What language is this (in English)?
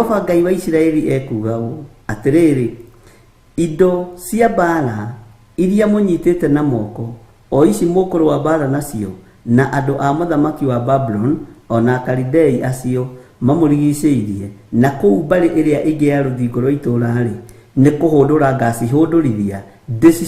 Kikuyu